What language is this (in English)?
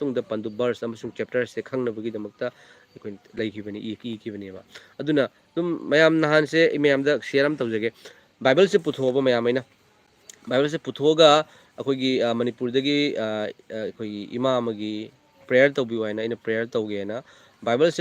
Manipuri